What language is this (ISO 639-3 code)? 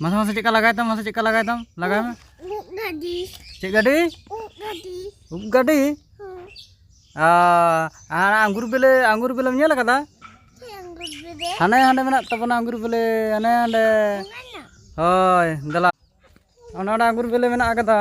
sat